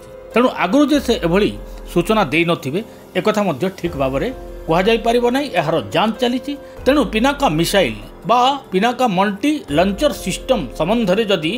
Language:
Odia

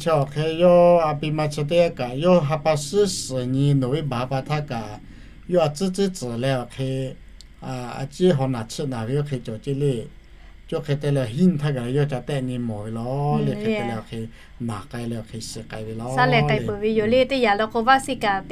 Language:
Lahu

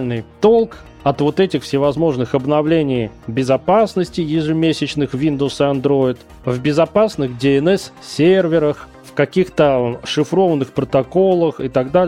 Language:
Russian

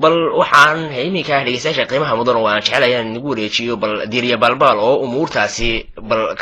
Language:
Somali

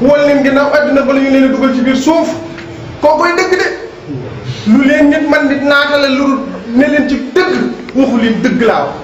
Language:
Wolof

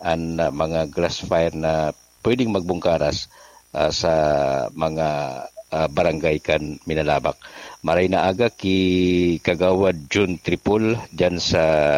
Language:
Bikol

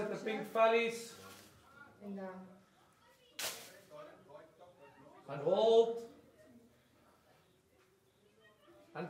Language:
Afrikaans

